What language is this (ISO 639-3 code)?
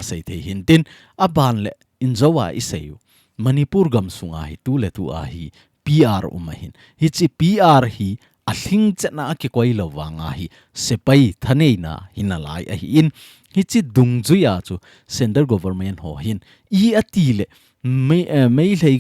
tcz